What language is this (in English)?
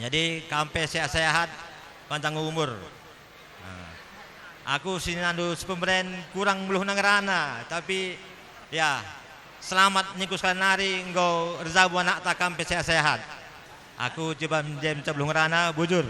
Batak Karo